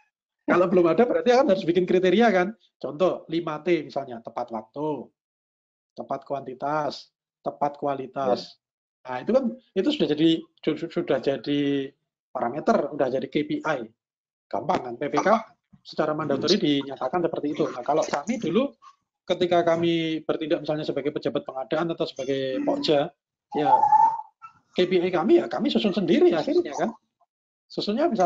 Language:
Indonesian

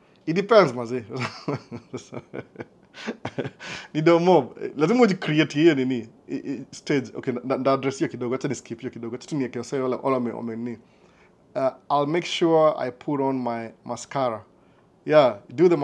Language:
Swahili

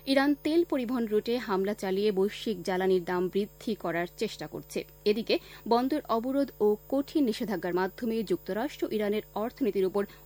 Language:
Bangla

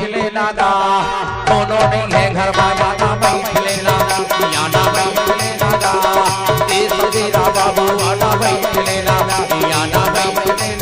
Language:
Chhattisgarhi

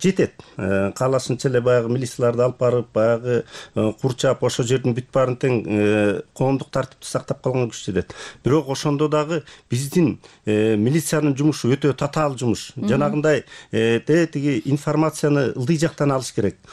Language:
Kyrgyz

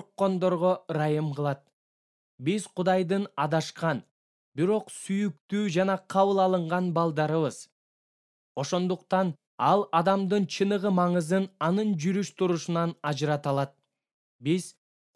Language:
Kyrgyz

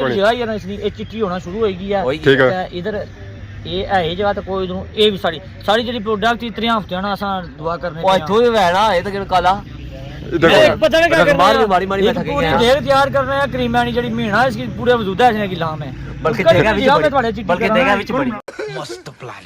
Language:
Pahari-Potwari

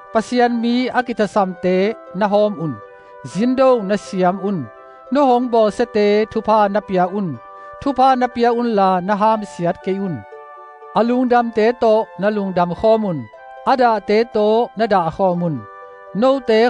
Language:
Tedim Chin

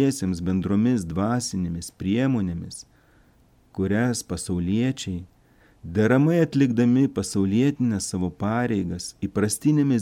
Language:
Lithuanian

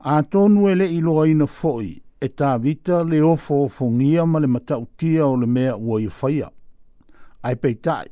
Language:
Samoan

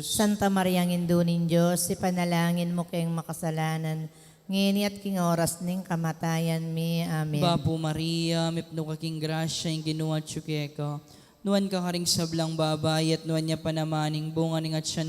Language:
Pampanga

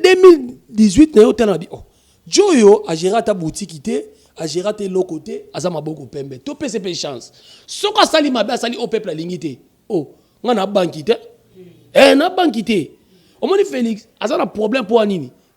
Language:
Lingala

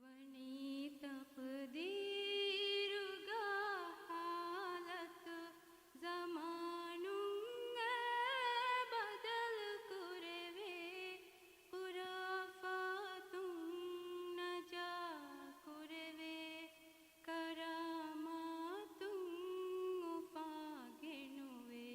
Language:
Divehi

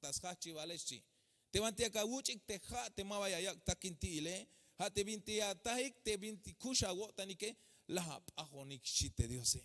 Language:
Tzeltal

